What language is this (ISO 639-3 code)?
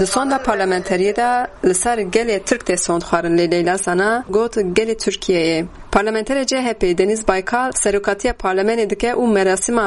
kur